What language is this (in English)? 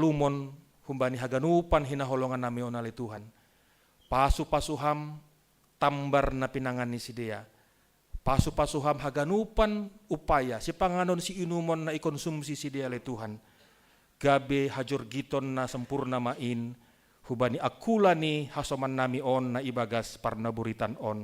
Batak Simalungun